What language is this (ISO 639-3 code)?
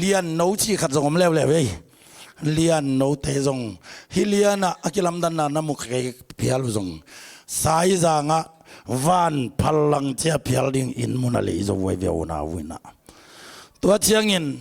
ctd